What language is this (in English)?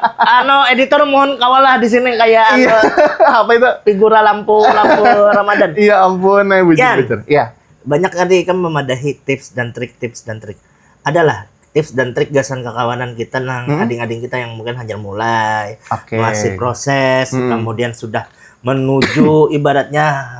Banjar